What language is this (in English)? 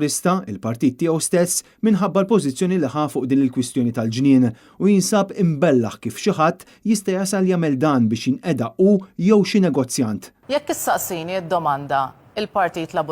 Maltese